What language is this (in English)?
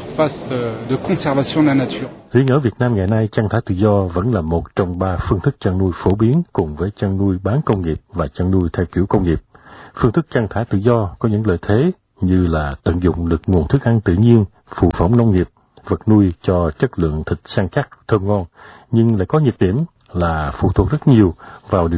Vietnamese